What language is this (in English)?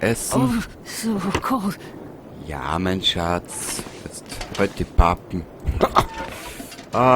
Bavarian